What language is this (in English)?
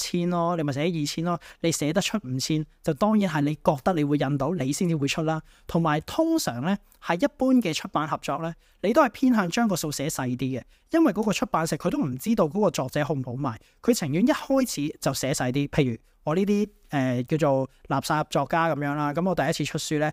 Cantonese